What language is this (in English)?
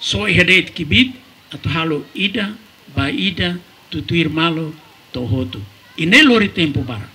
Tetum